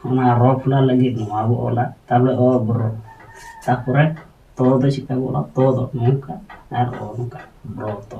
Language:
Santali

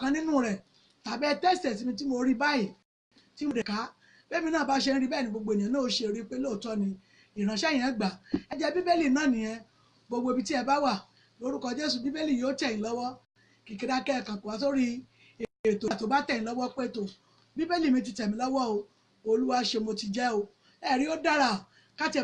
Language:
Yoruba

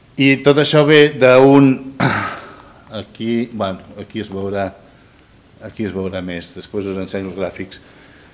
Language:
Catalan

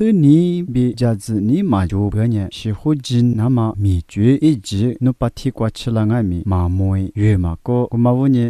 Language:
Lisu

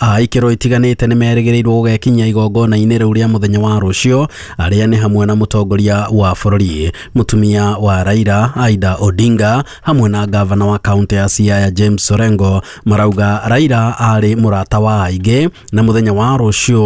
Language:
Kikuyu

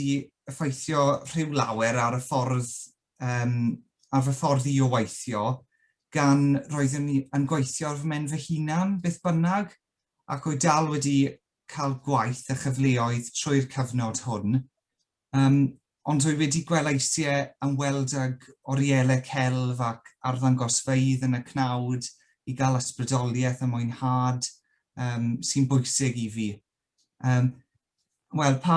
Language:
Welsh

